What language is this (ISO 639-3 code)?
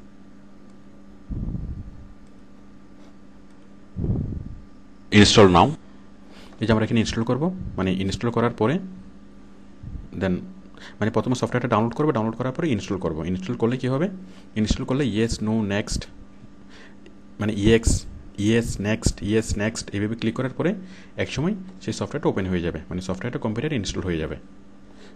ben